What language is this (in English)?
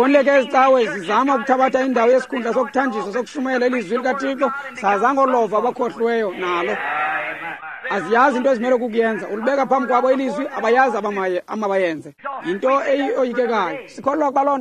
Xhosa